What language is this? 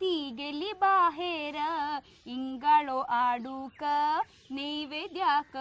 Konkani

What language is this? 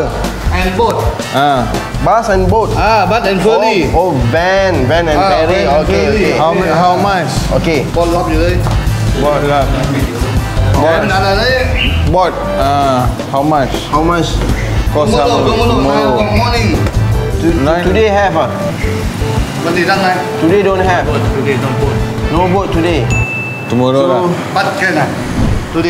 Malay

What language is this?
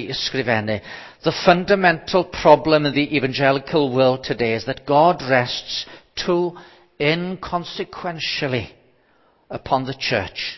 Welsh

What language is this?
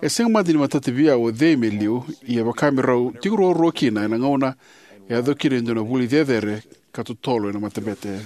Fijian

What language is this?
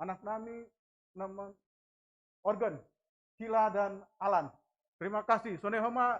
Batak Simalungun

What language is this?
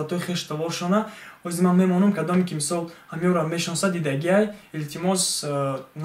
Tajik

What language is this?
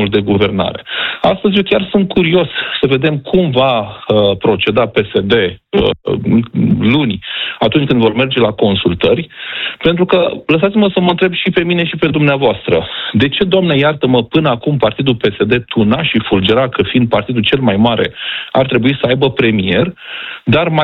Romanian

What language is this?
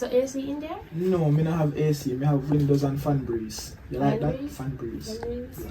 Jamaican Creole English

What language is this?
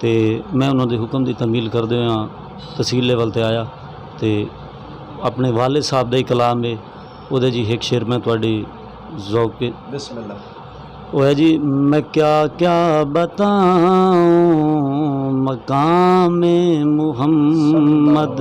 Saraiki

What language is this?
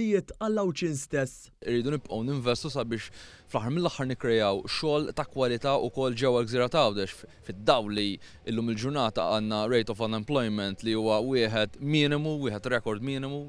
Maltese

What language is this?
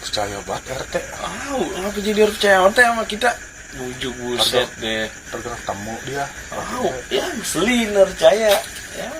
Betawi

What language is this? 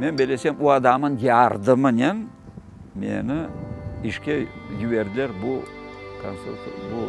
Crimean Tatar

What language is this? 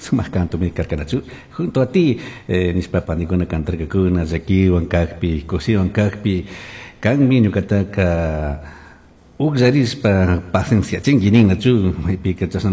Chimborazo Highland Quichua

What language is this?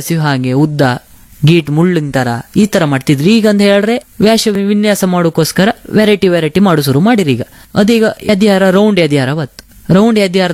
Kannada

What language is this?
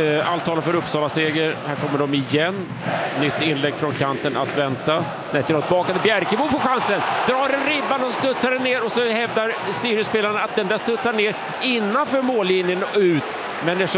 Swedish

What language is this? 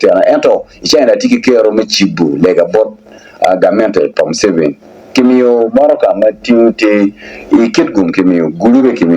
Acoli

